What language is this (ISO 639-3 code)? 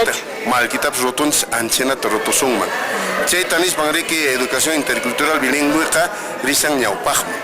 que